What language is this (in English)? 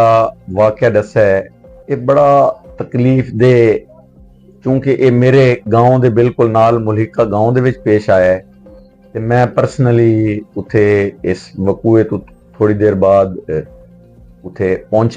Western Panjabi